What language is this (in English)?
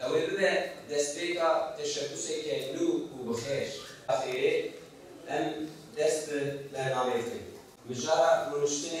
Kurdish